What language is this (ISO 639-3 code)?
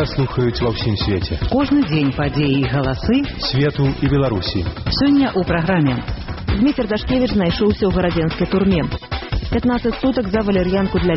bel